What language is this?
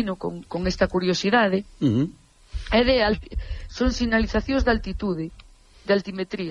Galician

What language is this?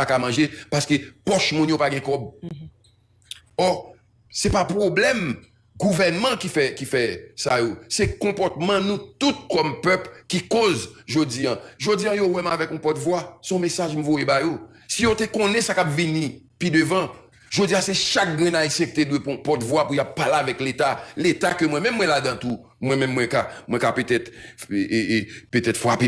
Haitian Creole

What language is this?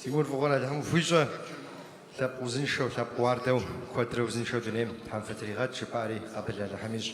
Kabardian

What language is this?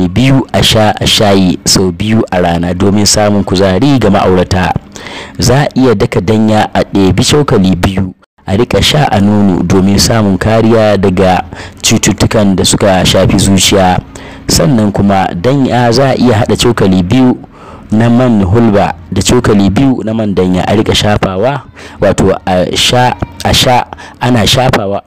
Hausa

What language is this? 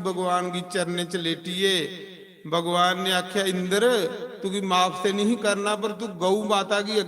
Dogri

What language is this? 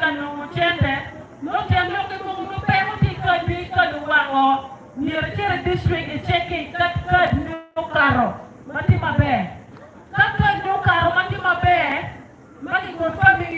Acoli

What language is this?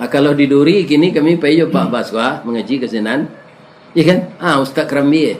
Minangkabau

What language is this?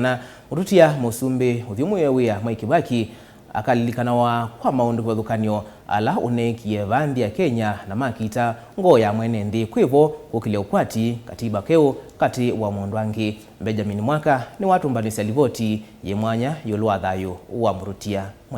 Kamba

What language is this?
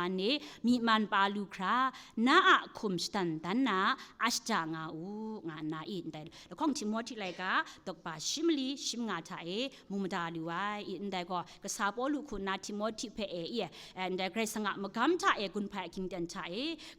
Kachin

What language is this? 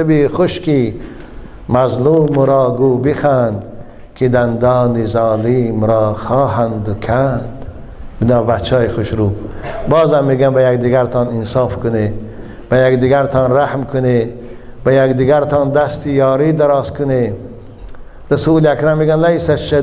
Tajik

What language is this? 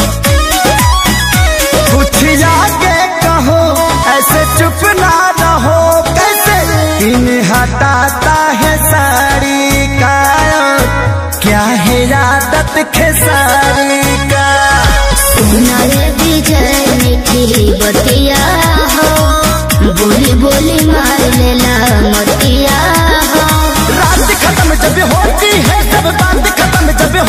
Bhojpuri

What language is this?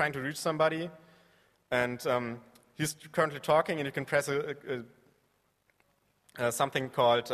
English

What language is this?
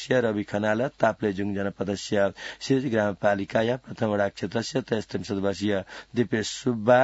Sanskrit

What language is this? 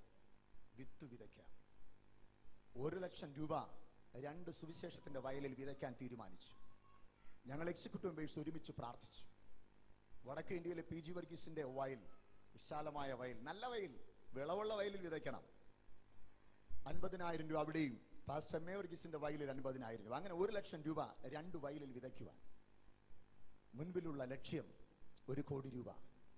Malayalam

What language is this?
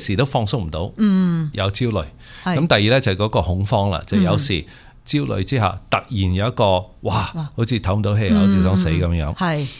Cantonese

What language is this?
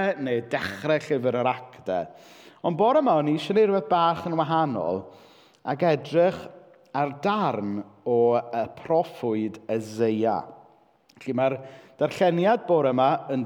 Welsh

